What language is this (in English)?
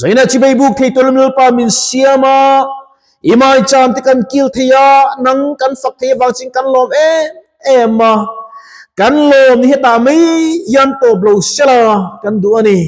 Mizo